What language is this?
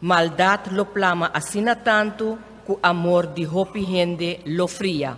Papiamento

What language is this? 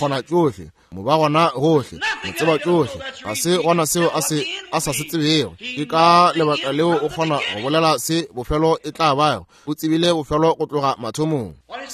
Northern Sotho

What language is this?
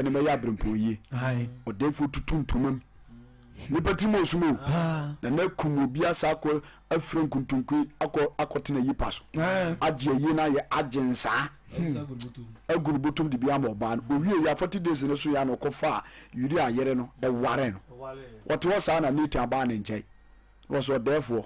Akan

